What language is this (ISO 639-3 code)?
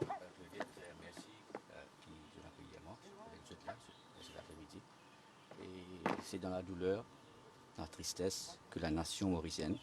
mfe